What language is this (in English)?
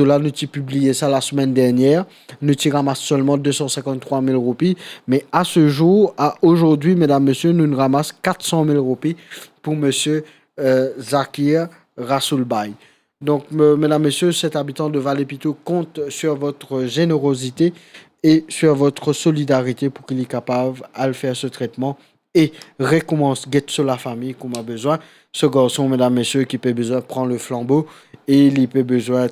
Morisyen